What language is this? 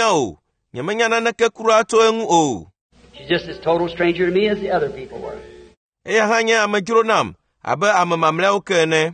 Ewe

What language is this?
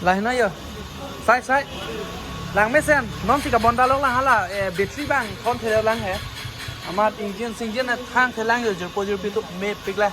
Karbi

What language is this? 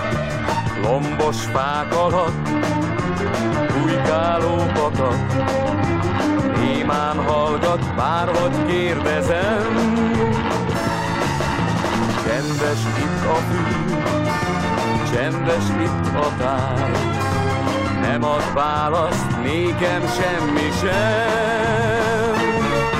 Hungarian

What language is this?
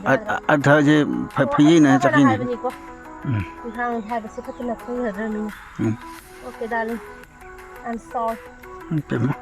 Manipuri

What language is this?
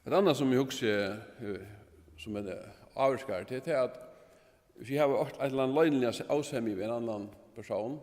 Faroese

